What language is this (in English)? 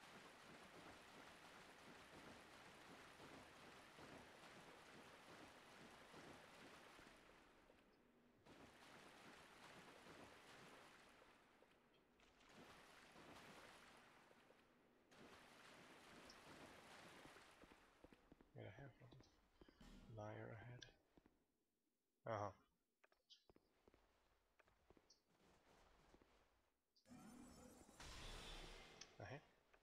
Swedish